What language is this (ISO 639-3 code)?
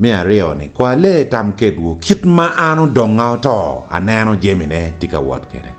ach